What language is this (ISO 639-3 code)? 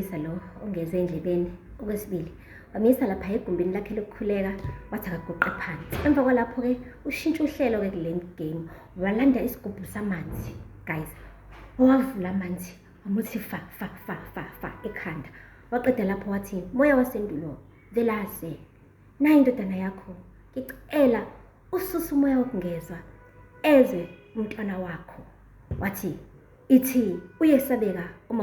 zul